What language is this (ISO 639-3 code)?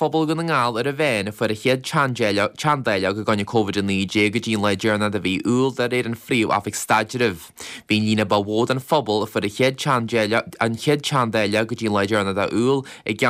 gle